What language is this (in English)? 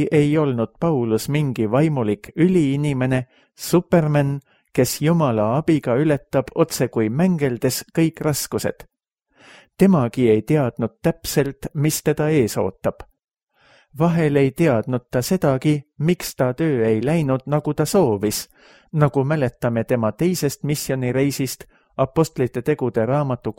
Estonian